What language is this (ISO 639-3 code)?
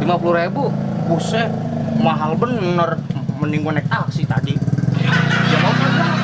bew